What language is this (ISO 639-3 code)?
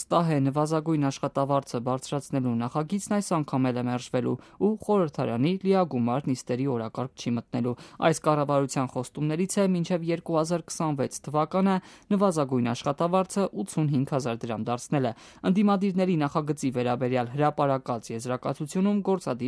hye